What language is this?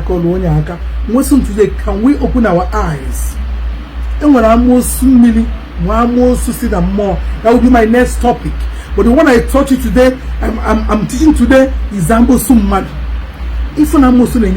Igbo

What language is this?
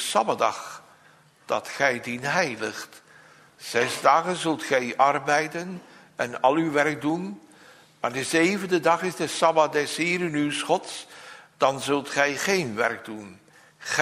Dutch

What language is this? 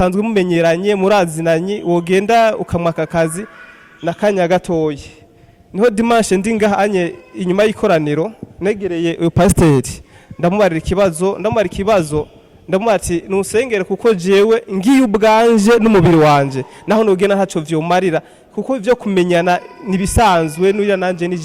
Rundi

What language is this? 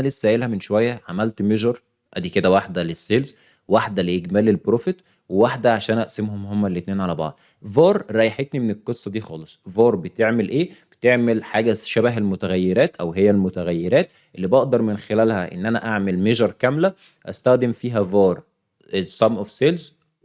Egyptian Arabic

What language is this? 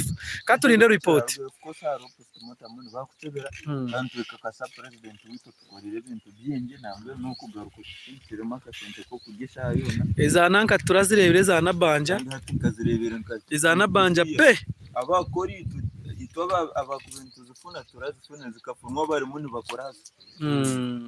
Nyankole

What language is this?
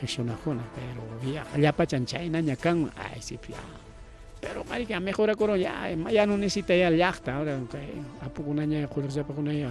Ayacucho Quechua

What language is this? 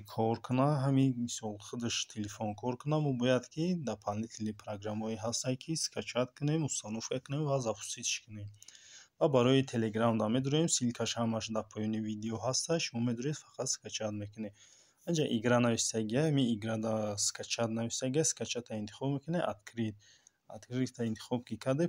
Tajik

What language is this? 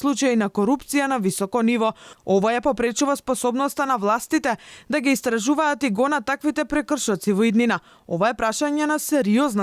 Macedonian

